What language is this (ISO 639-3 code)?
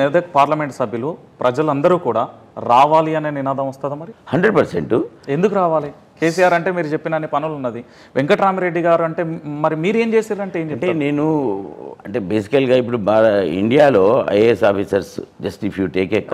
tel